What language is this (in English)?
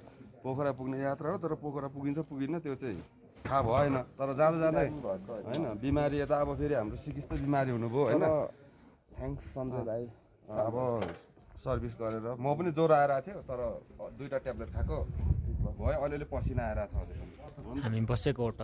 Nepali